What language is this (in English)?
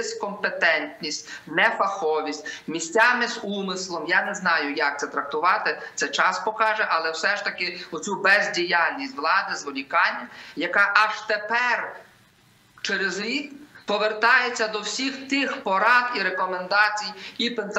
Ukrainian